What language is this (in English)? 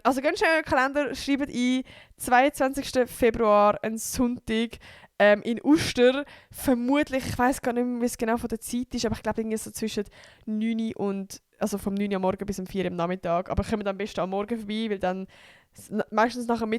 Swiss German